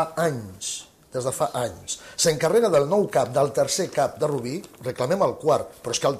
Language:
Catalan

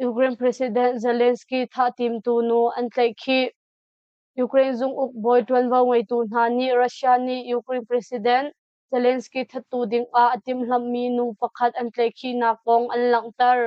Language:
Hakha Chin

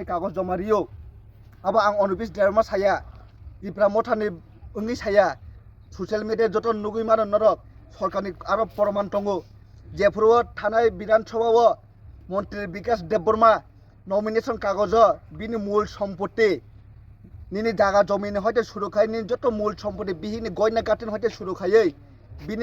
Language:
Kok Borok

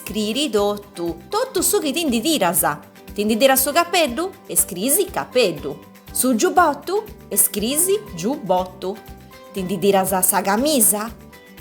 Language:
Sardinian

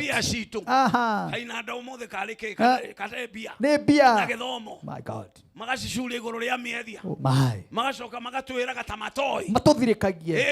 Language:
Kikuyu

